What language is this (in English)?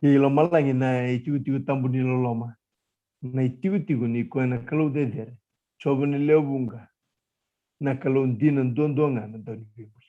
Fijian